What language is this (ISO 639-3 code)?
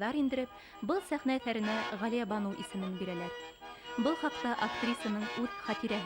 bak